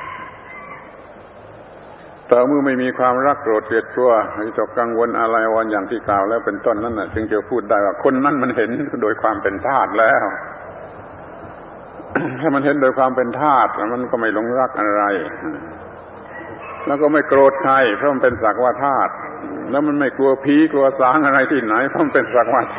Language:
Thai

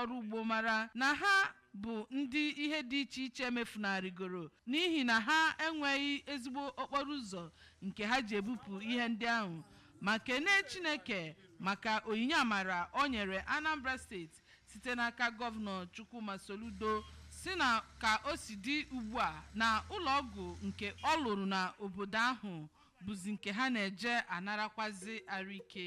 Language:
Igbo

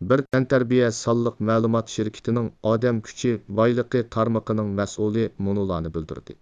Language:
Uyghur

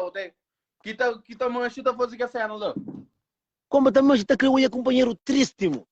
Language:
Kabuverdianu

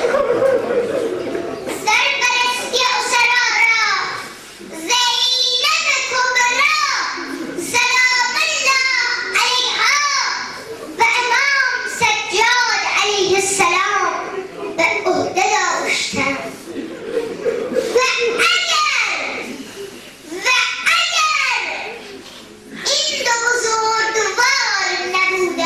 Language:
Persian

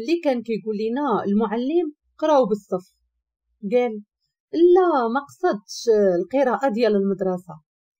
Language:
Moroccan Arabic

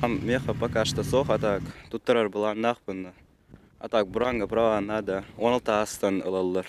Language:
Yakut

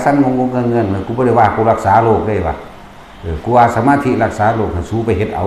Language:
Northeastern Thai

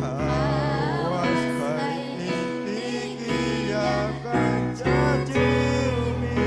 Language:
Ayacucho Quechua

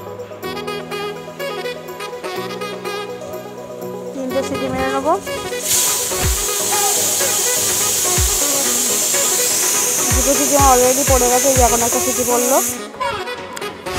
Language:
Bangla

